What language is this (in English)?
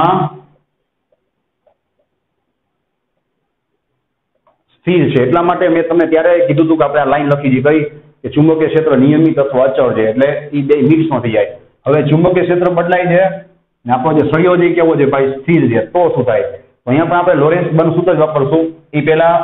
Gujarati